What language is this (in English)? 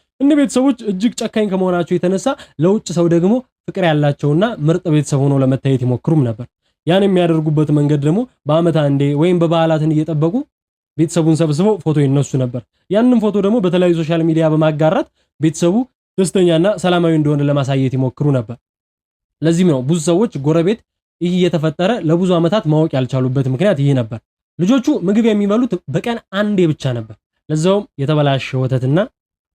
Amharic